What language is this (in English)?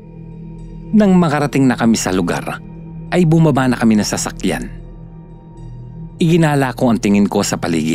Filipino